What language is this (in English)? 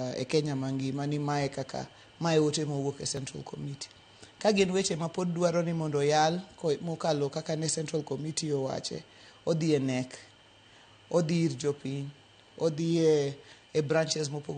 Luo (Kenya and Tanzania)